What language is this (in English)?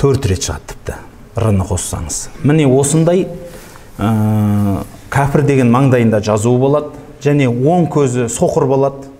Kazakh